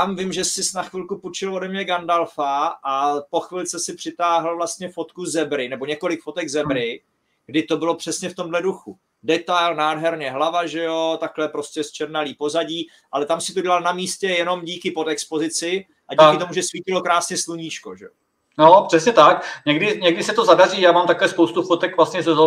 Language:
Czech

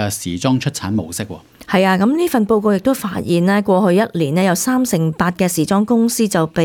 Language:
Cantonese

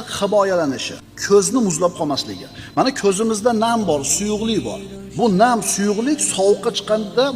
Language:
Uzbek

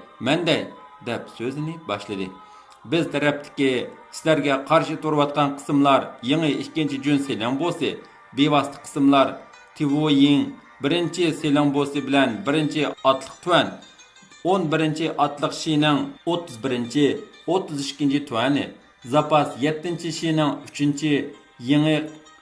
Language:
Uyghur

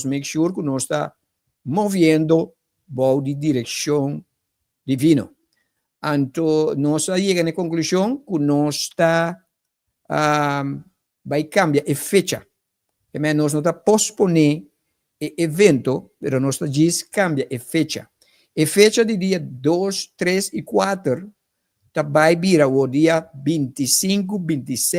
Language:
Papiamento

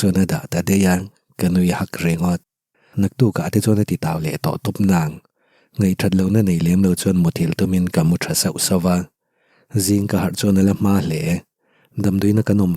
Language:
Mizo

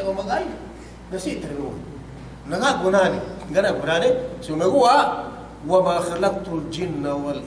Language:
Yakan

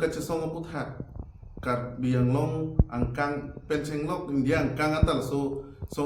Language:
Karbi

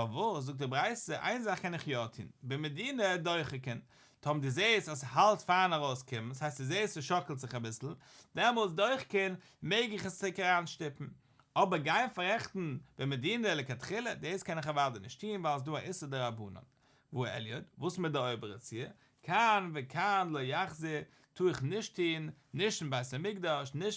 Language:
Yiddish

